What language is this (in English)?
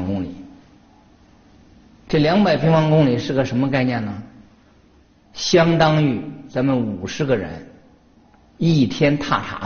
Chinese